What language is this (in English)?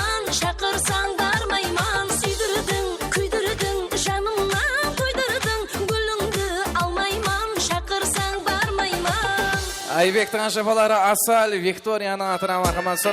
Kara-Kalpak